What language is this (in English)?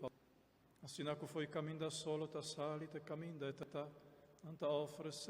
Papiamento